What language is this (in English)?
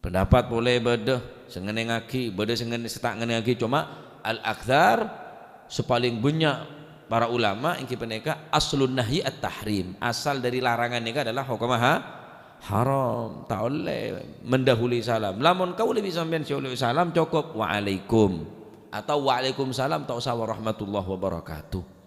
Madurese